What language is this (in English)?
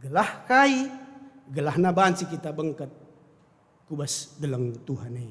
Batak Karo